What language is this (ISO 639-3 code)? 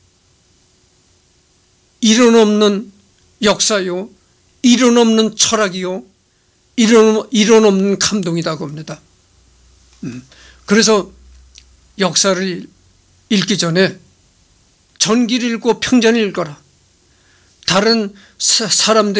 kor